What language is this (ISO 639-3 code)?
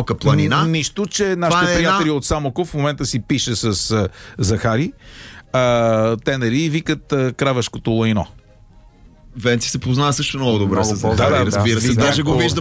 bul